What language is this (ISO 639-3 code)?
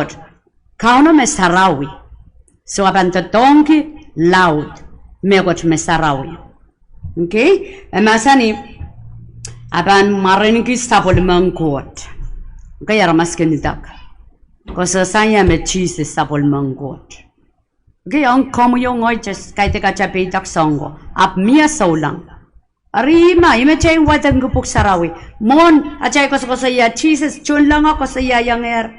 pon